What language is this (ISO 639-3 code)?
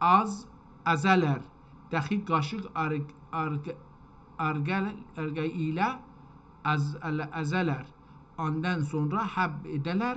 azb